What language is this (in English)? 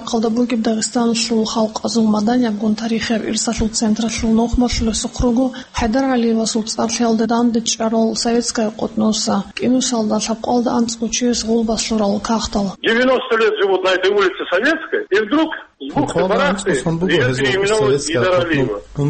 Avaric